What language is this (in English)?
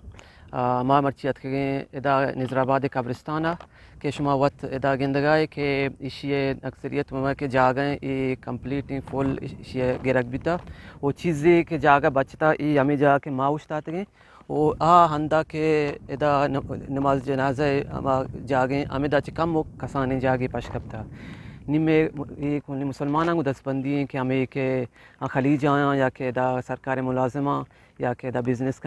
Eastern Balochi